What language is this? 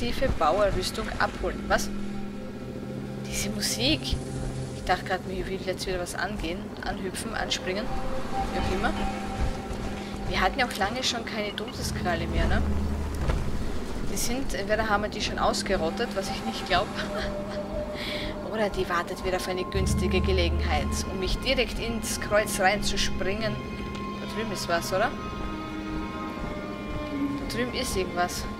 German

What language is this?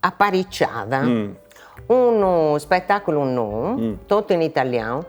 Sardinian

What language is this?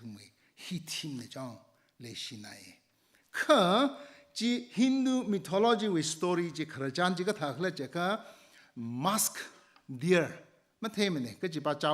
Tangkhul Naga (India)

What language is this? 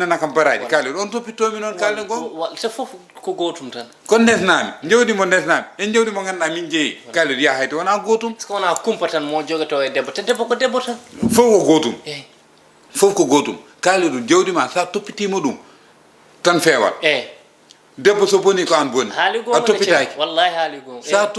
Fula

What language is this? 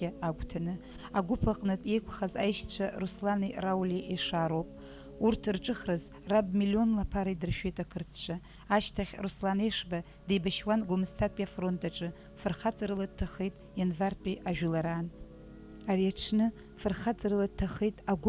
Abkhazian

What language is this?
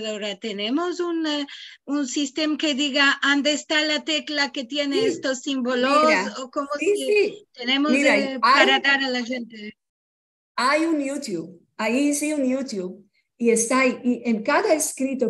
Ladino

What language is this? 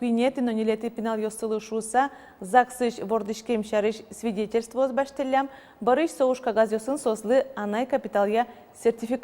Udmurt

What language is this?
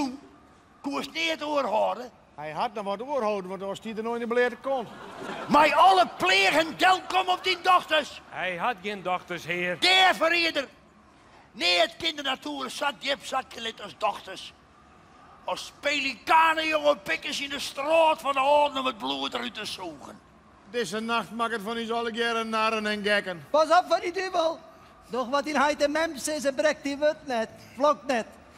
Western Frisian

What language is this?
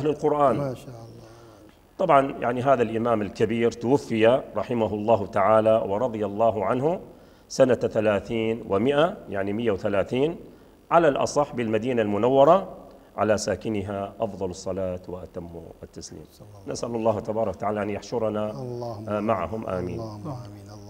Arabic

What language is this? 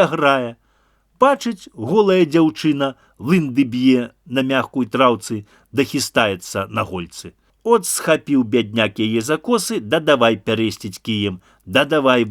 Belarusian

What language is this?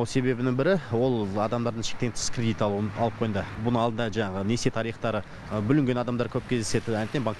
Kazakh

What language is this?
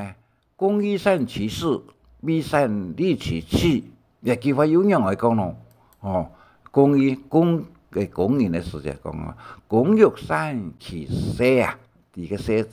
Hakka Chinese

